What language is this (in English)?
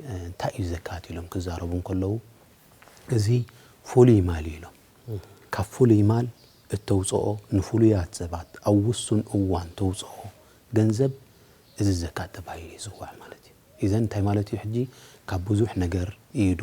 Tigrinya